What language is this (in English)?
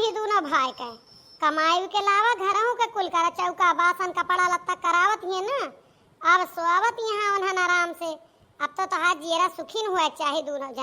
Awadhi